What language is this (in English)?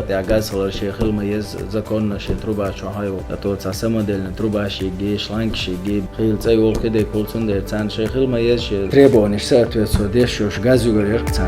Chechen